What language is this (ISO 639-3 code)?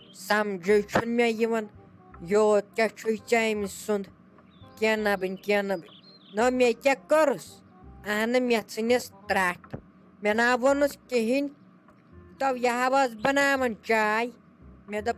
kas